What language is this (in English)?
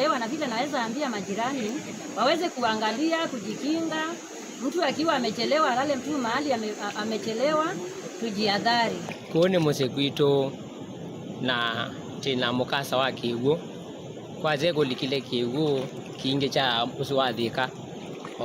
Kamba